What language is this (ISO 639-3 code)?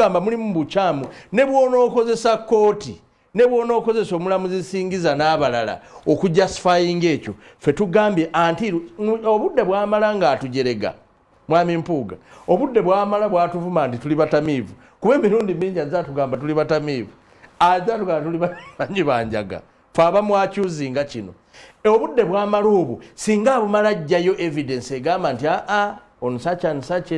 lug